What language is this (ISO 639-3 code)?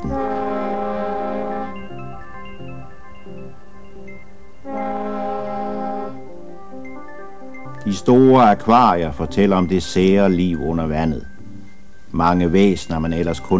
dan